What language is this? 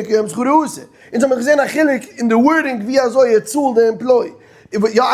Yiddish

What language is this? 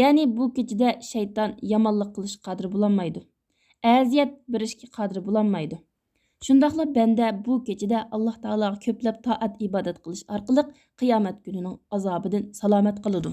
Uyghur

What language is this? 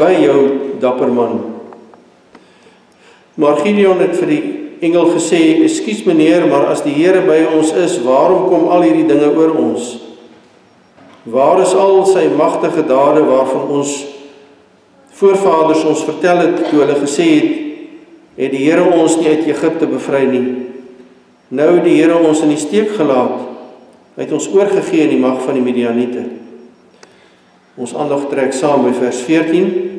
Afrikaans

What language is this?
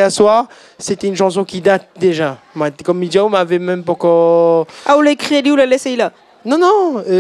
Réunion Creole French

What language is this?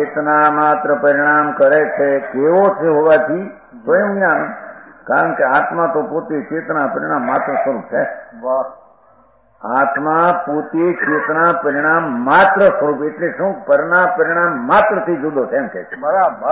Gujarati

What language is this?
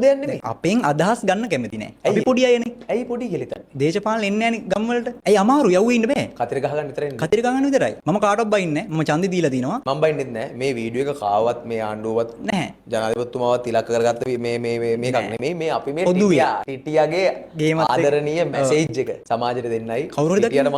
Sinhala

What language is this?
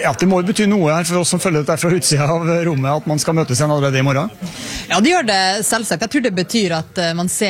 Norwegian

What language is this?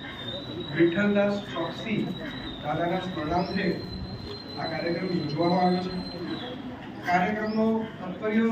Gujarati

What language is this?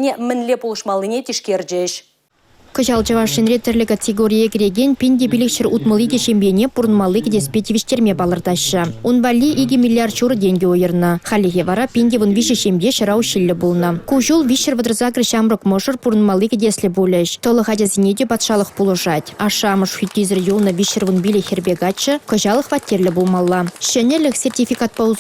Chuvash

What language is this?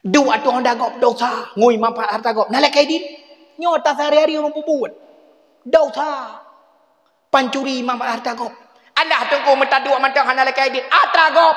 Achinese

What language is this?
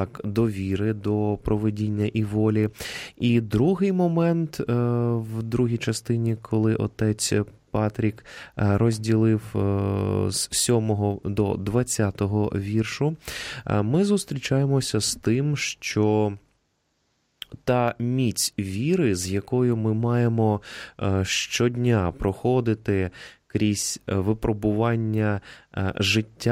Ukrainian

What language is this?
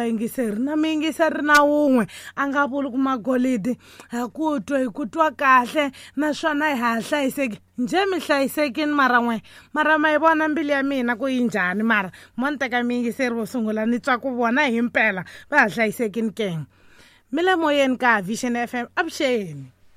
Tsonga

